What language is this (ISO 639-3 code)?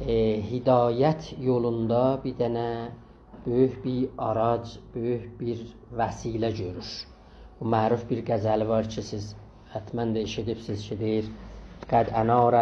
azb